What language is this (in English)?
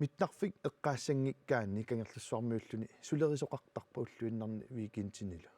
Kalaallisut